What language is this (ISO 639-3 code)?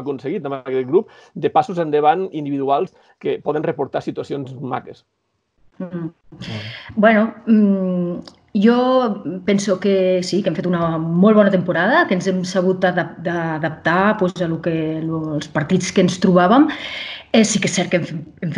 cat